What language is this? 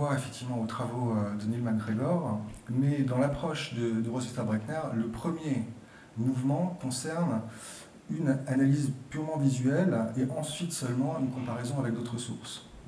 French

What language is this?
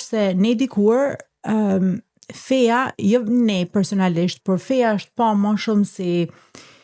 Albanian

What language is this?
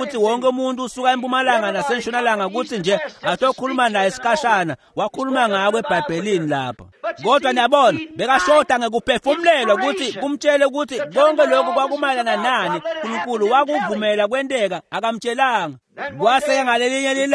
Swati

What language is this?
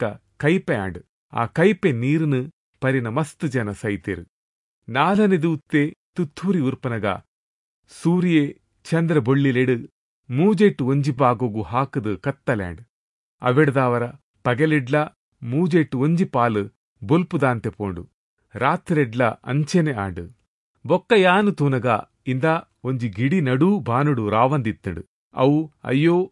Tulu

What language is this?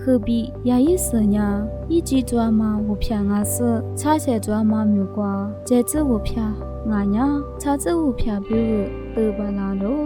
Lisu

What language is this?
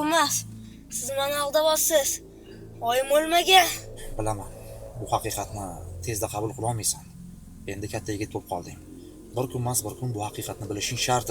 Uzbek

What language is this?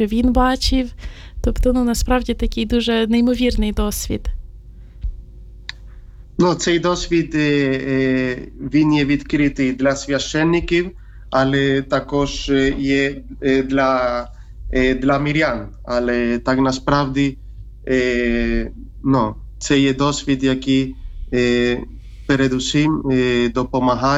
Ukrainian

